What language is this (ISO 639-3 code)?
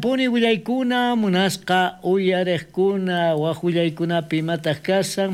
quh